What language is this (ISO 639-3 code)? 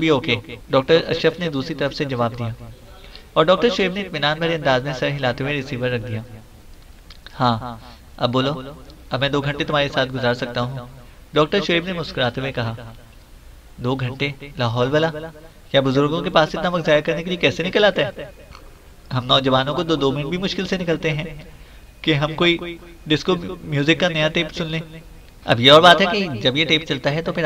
urd